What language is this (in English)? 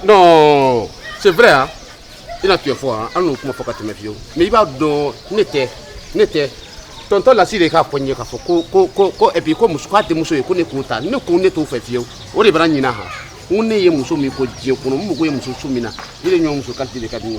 Bambara